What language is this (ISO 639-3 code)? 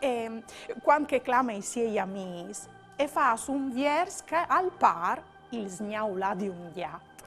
fur